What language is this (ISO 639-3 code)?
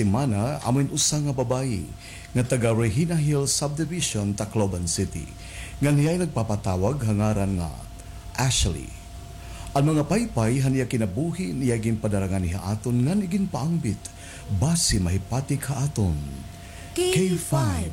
war